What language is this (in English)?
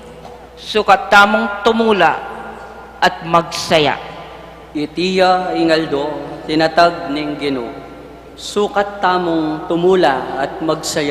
Pampanga